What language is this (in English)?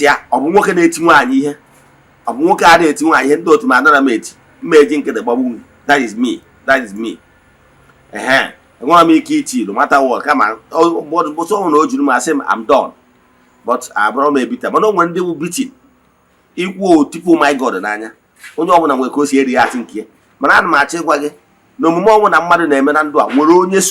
Igbo